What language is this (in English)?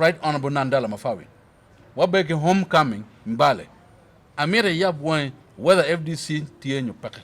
Acoli